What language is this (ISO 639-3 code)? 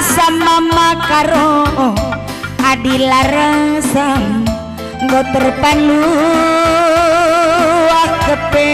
btx